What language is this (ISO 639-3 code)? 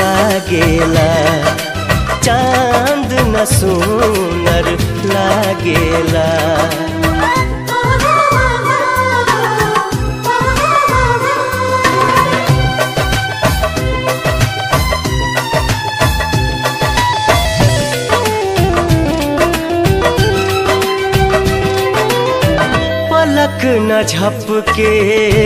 bho